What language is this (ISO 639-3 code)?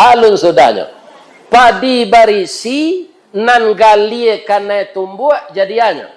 min